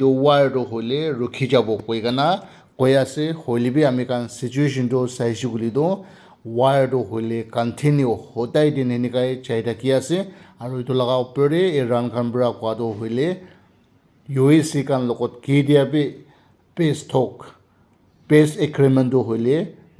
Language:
Naga Pidgin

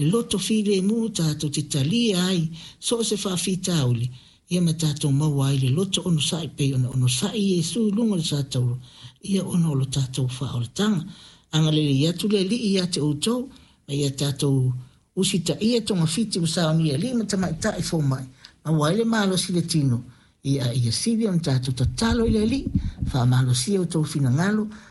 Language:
Samoan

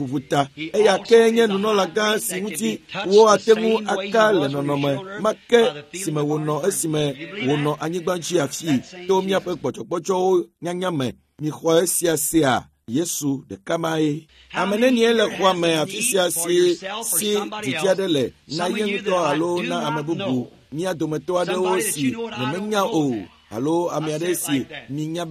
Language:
Ewe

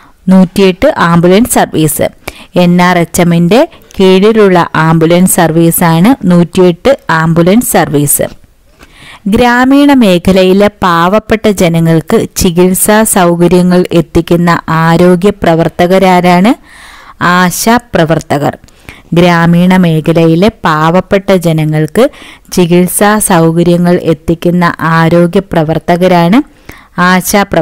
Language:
Malayalam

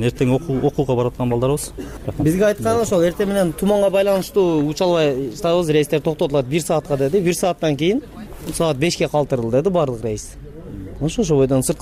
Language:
Kyrgyz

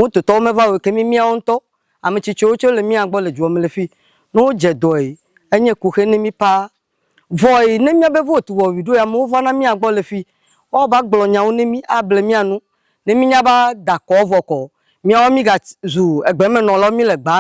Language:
Ewe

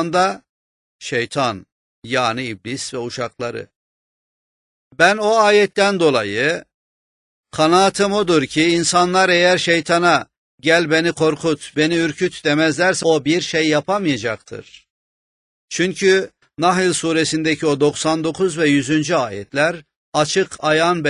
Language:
Turkish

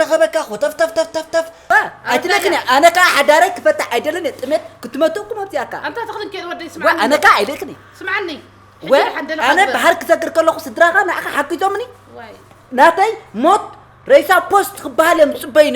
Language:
Tigrinya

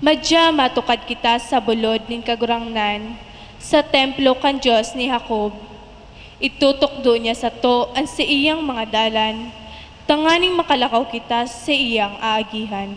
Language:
Bikol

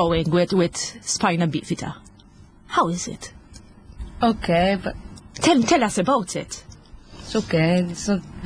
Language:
Maltese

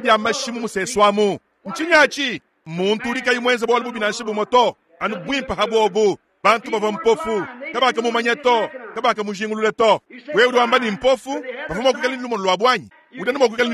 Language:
Luba-Lulua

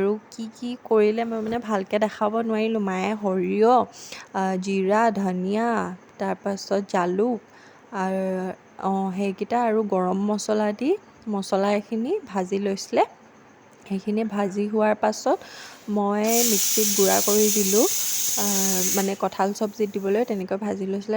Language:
Assamese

